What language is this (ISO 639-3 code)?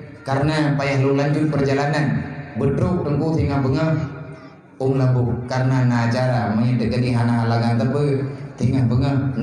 ace